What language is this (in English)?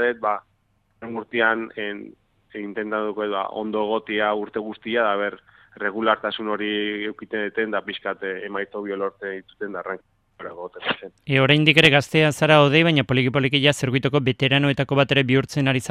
Basque